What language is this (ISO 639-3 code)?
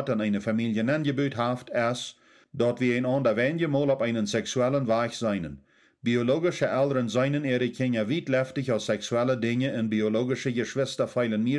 pdt